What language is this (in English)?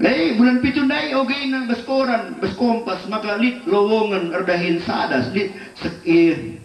Batak Karo